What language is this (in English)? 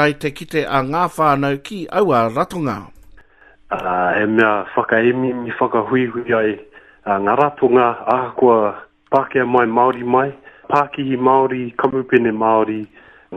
Māori